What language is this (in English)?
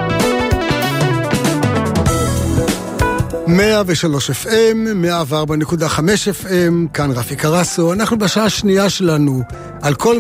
Hebrew